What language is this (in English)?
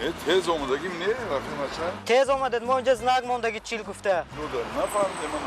Tajik